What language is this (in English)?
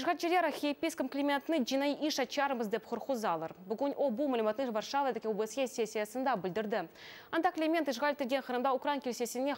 Crimean Tatar